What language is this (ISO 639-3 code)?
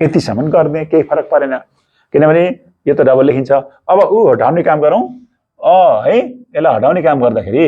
nep